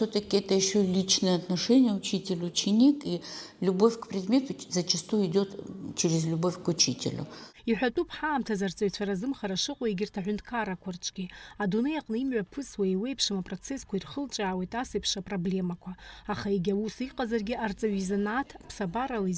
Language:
Abkhazian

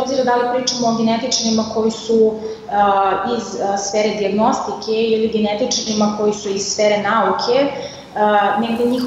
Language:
Serbian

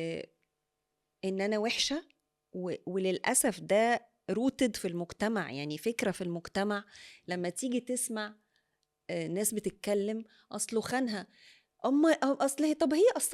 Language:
Egyptian Arabic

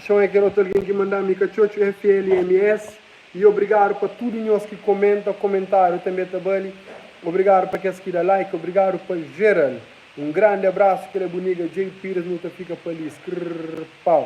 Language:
Kabuverdianu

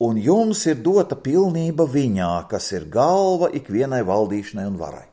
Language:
Latvian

